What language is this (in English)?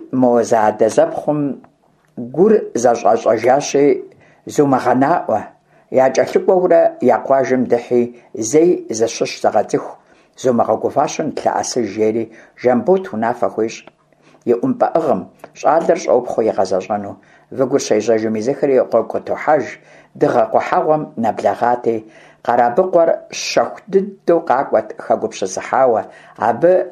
Kabardian